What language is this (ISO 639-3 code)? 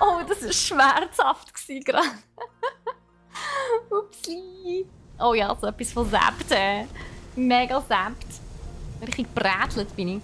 gsw